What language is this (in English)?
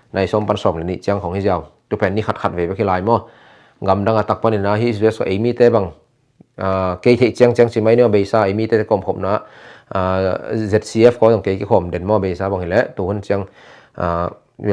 Tedim Chin